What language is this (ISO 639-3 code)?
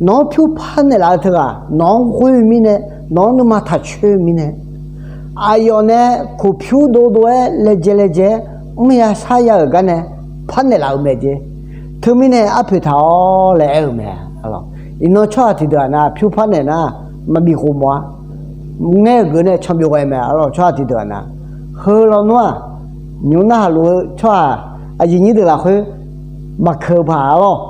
ahk